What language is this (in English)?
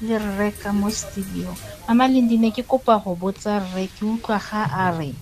Tswana